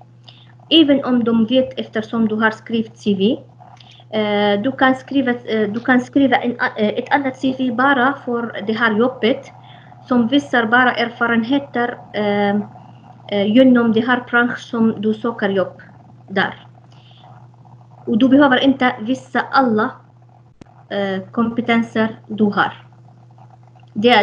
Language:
Swedish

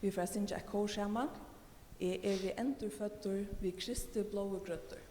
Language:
Faroese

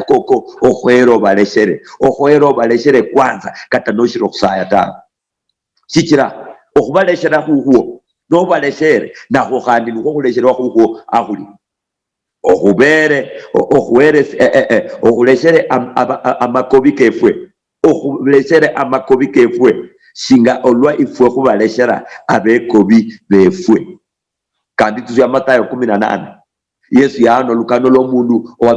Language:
Luyia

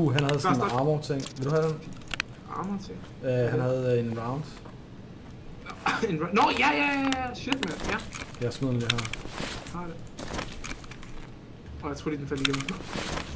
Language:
Danish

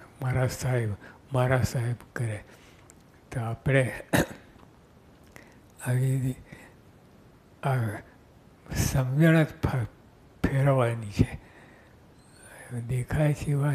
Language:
Gujarati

